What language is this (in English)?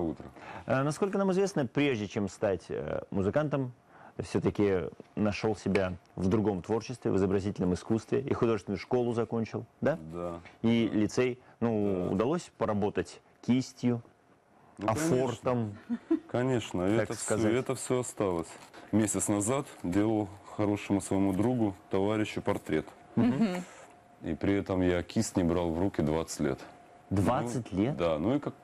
Russian